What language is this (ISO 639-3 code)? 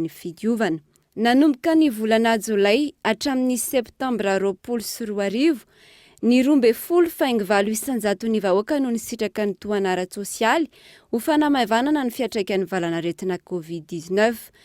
mlg